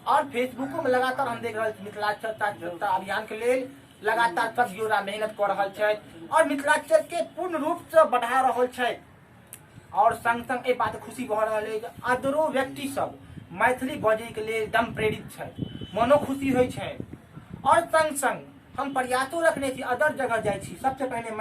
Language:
Maithili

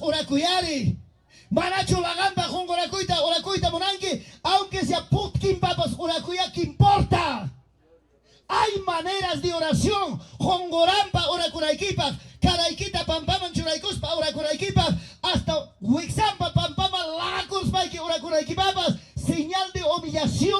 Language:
Ayacucho Quechua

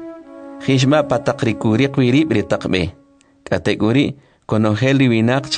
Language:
Kʼicheʼ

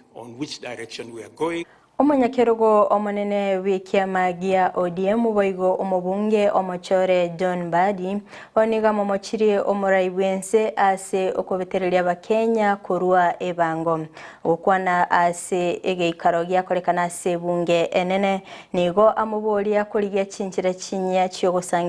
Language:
Gusii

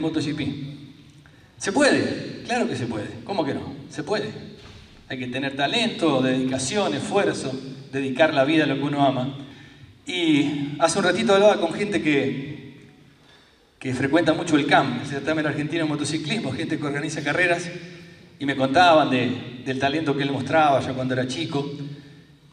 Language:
Spanish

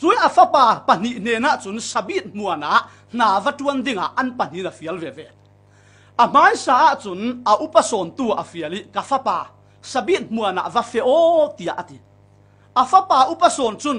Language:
Falam Chin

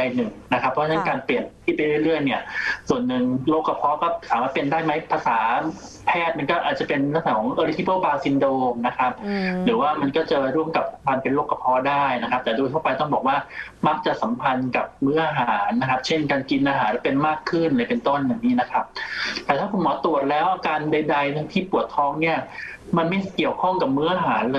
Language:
Thai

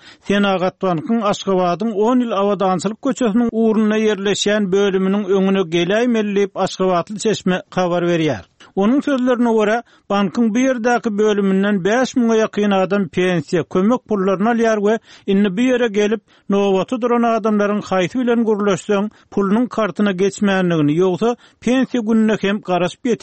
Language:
Turkmen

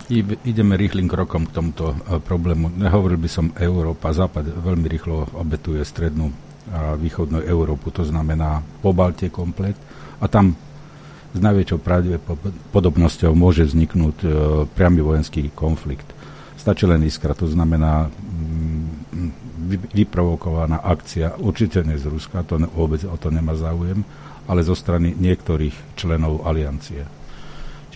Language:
Slovak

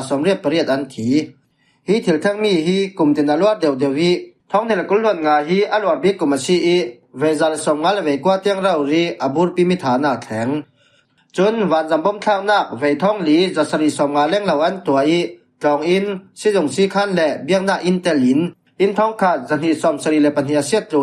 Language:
Falam Chin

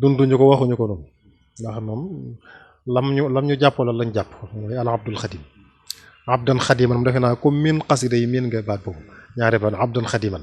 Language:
Wolof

